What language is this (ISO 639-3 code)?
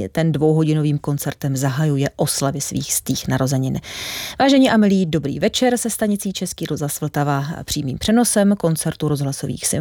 ces